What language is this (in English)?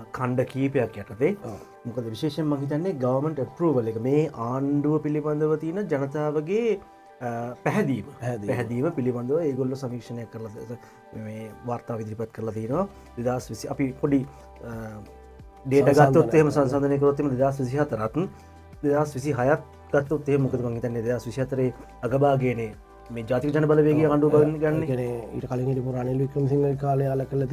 Sinhala